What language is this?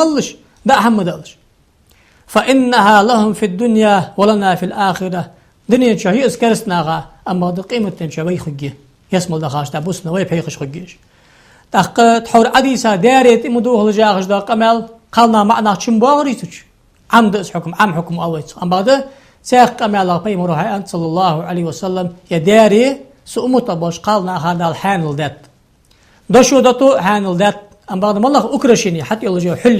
Ingush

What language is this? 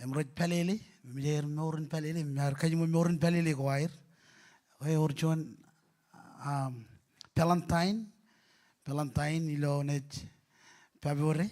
Marshallese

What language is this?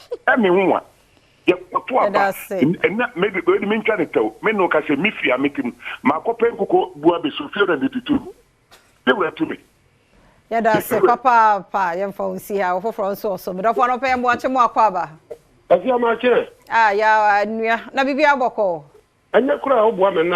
Akan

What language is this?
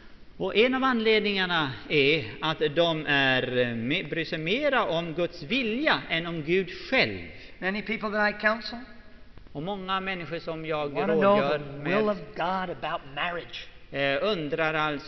Swedish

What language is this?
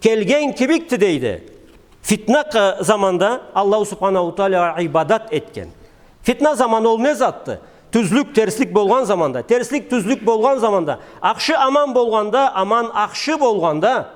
Karachay-Balkar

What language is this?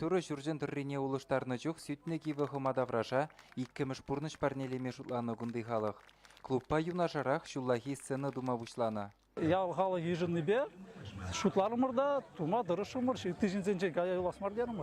Chuvash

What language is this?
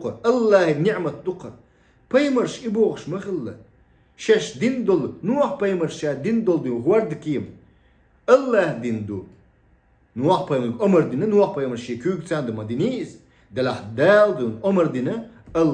Chechen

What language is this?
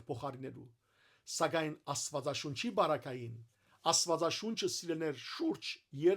Western Armenian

